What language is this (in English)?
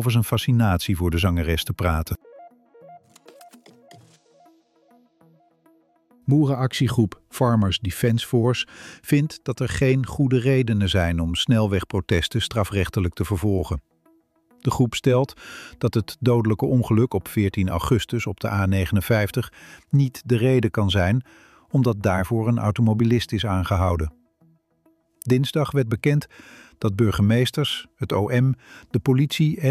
Dutch